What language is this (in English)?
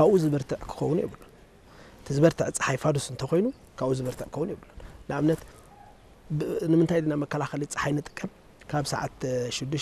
Tigrinya